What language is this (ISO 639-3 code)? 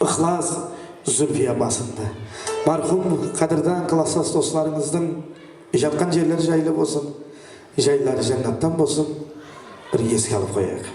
kaa